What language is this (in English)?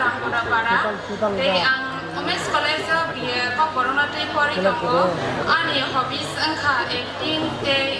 Kok Borok